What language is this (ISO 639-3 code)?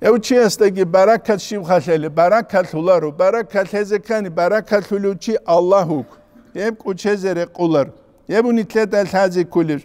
ava